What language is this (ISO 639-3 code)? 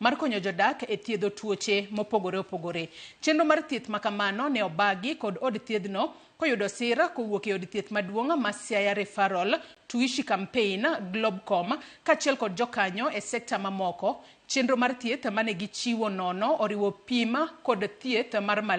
luo